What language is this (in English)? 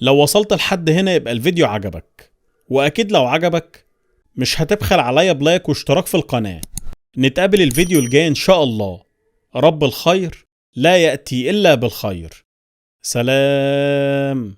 Egyptian Arabic